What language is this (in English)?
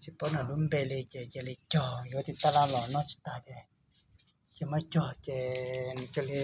Hmong